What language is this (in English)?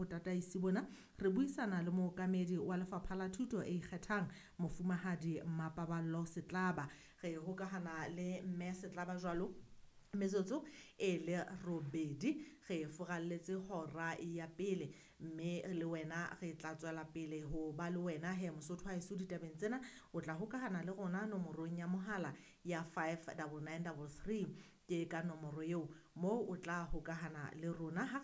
Southern Sotho